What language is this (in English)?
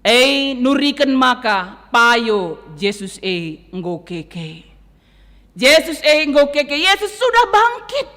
Batak Karo